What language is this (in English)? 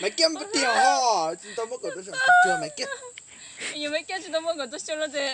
Hmong